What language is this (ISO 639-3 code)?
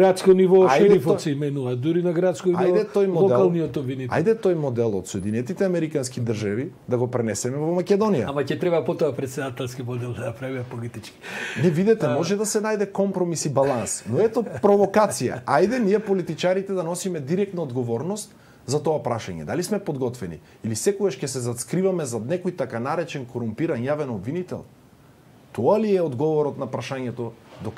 mkd